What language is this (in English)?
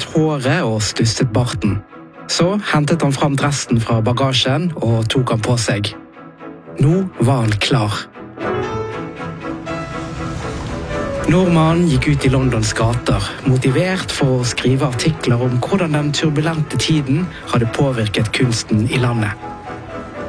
Norwegian